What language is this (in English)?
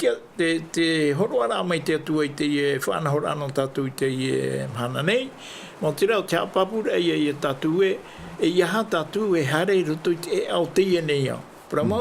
Tahitian